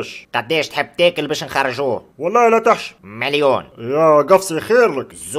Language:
Tunisian Arabic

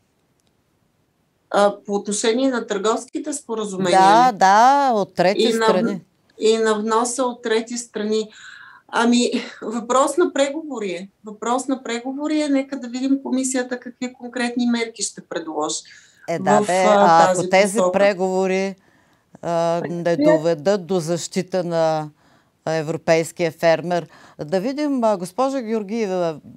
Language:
Bulgarian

